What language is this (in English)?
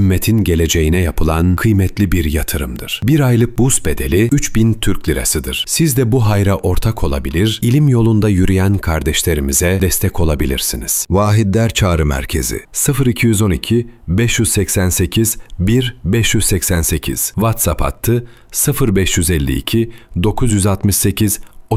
Turkish